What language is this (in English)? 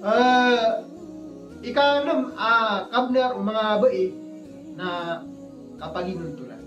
Maranao